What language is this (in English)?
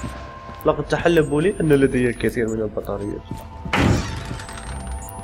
Arabic